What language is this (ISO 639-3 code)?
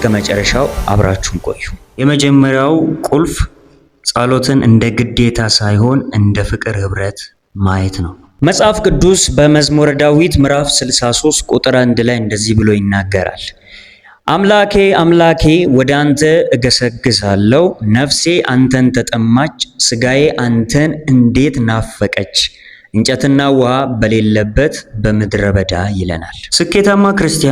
amh